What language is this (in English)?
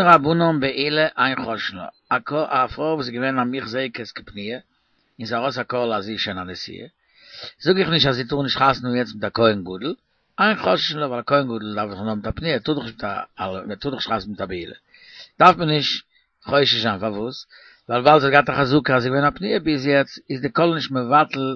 Yiddish